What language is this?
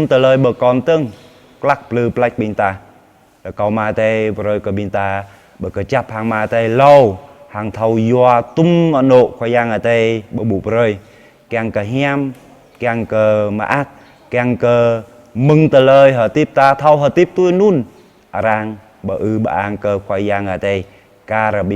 Jarai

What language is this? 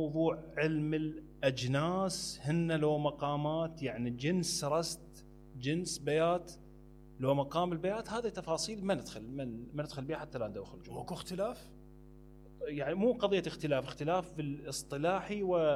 Mesopotamian Arabic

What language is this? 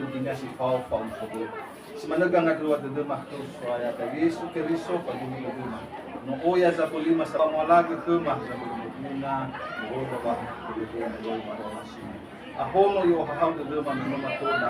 Nias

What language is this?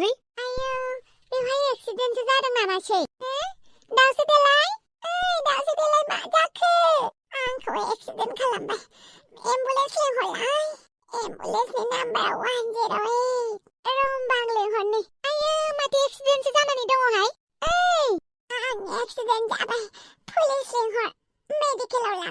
Bodo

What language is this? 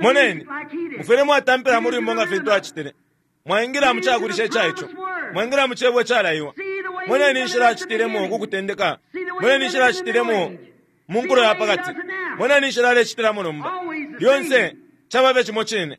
Bemba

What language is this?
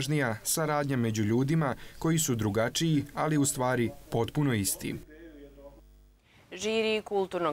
Serbian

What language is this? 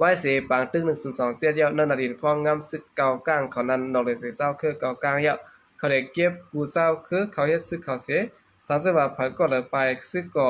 Shan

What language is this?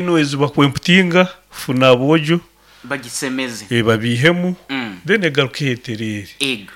Nyoro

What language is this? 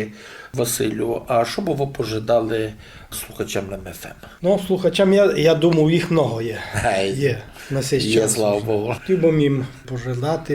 Rusyn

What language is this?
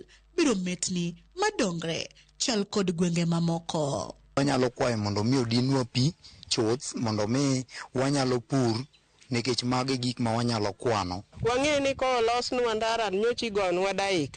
Luo (Kenya and Tanzania)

